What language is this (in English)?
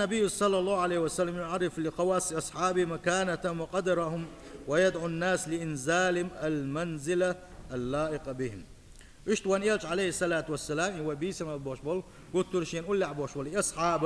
Chechen